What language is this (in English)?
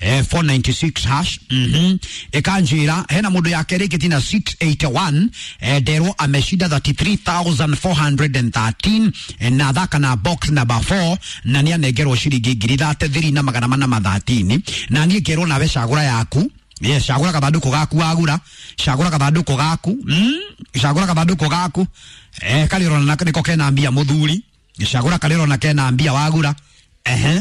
Kikuyu